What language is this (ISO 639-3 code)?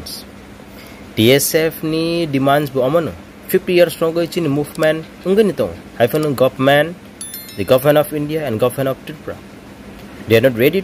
trp